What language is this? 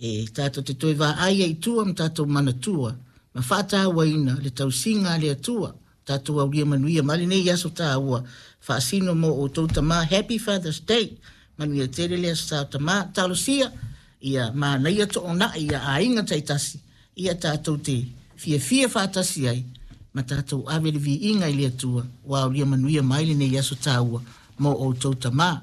Samoan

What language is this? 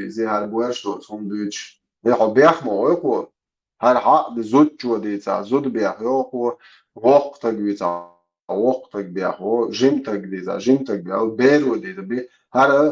Chechen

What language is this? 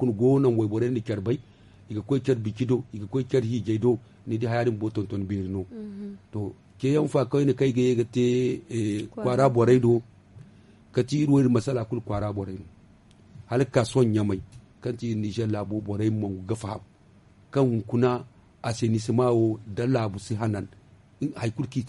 Zarma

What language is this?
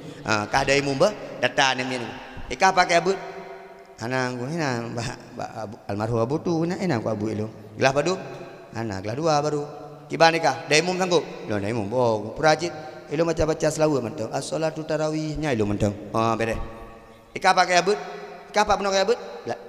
Achinese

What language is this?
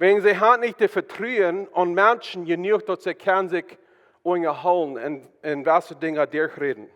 Plautdietsch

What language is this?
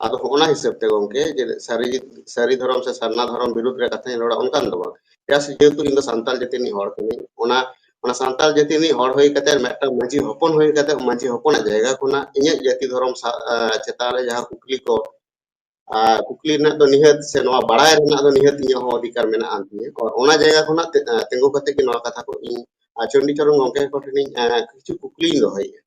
Santali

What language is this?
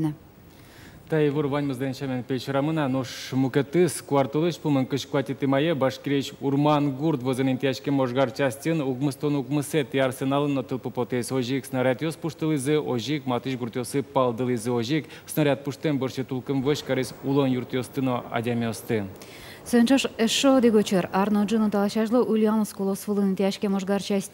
Udmurt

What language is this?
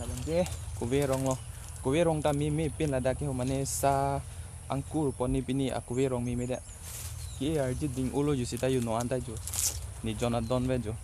Karbi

